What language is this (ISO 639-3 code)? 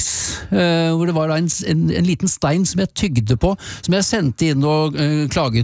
nor